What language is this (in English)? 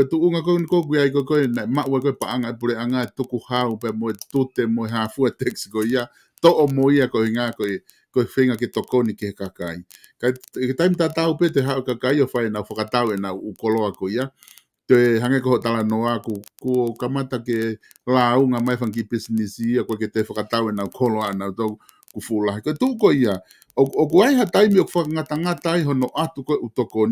Tongan